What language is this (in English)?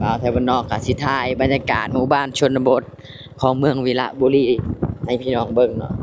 Lao